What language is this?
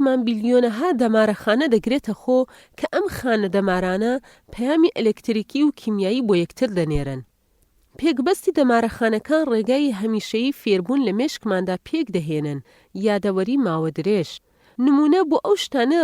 Central Kurdish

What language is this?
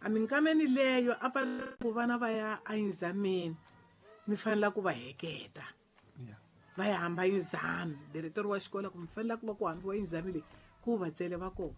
Tsonga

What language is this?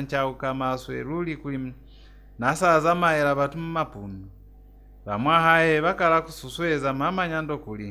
Lozi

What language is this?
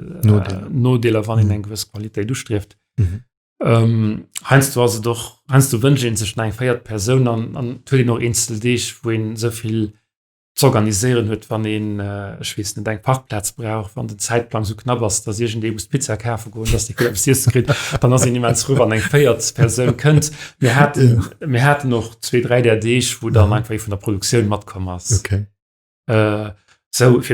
Luxembourgish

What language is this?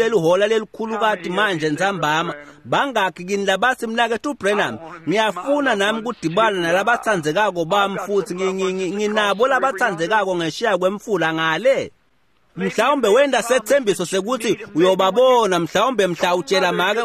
Swati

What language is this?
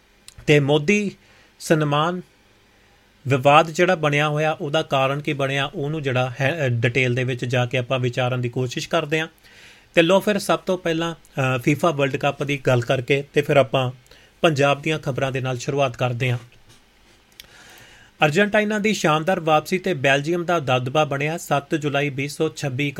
Punjabi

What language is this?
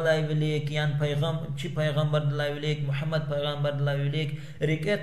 Lezghian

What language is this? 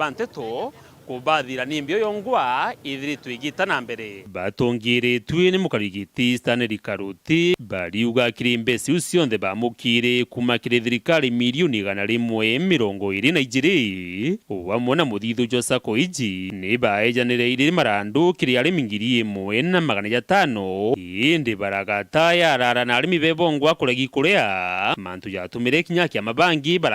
Meru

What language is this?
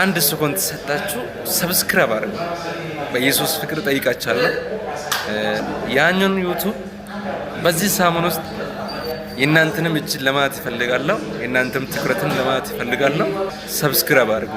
Amharic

